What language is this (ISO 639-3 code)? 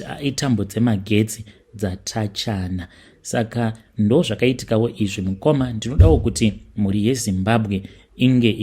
sna